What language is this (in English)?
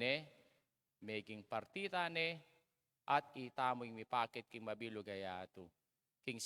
Pampanga